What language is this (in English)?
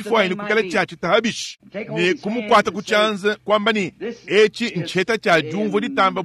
Luba-Lulua